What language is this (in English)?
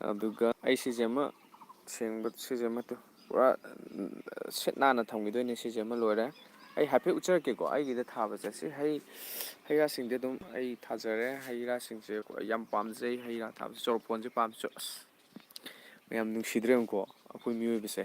Manipuri